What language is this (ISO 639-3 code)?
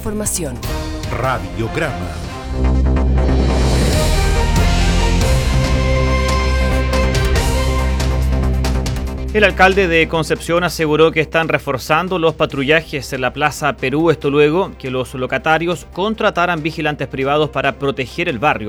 spa